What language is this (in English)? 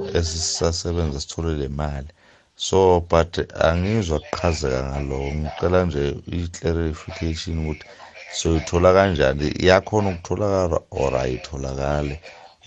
South Ndebele